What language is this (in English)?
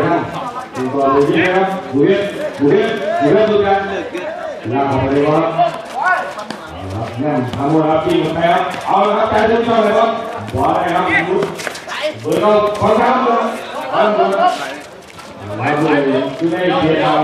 Thai